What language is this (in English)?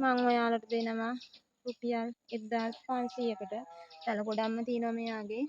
Sinhala